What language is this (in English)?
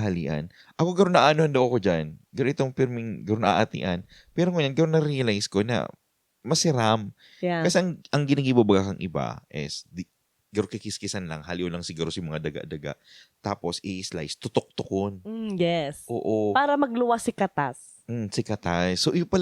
Bikol